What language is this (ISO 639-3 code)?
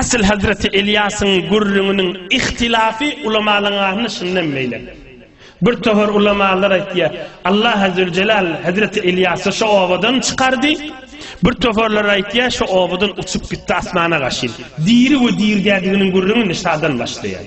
tuk